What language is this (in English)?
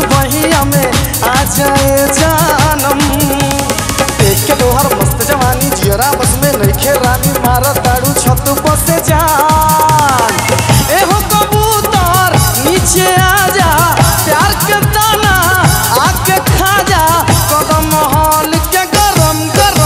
Bhojpuri